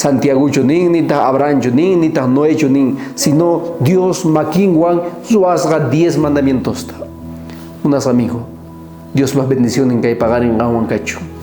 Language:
South Bolivian Quechua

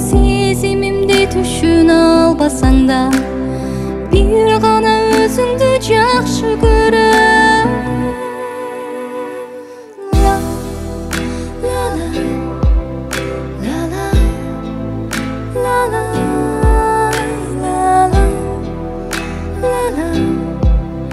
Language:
Kazakh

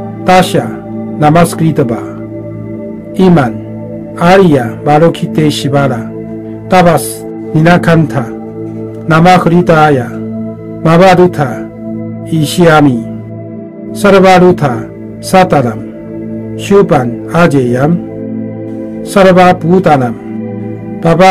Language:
Sanskrit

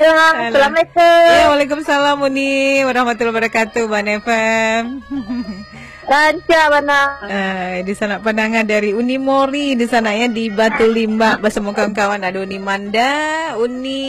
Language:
Minangkabau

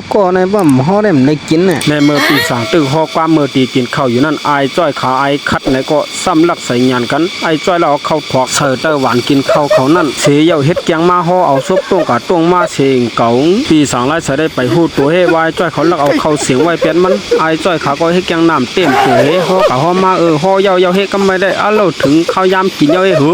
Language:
Shan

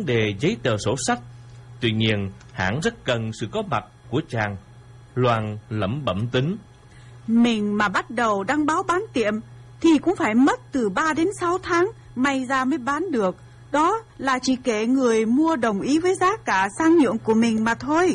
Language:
Vietnamese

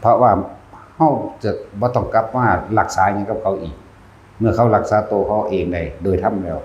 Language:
Northeastern Thai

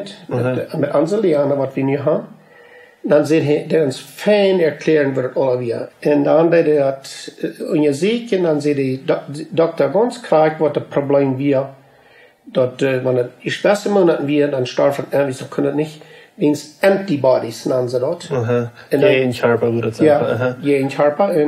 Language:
Plautdietsch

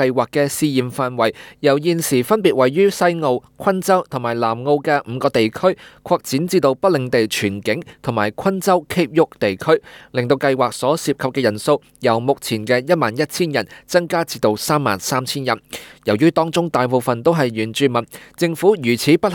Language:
Cantonese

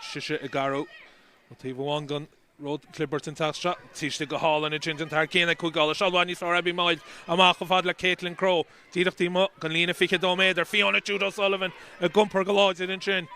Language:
Irish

